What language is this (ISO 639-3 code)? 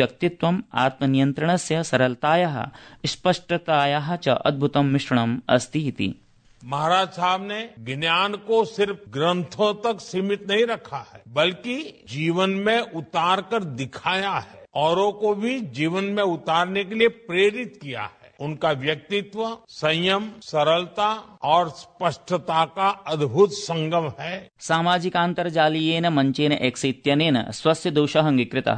san